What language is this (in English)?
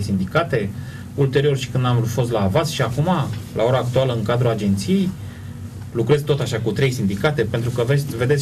Romanian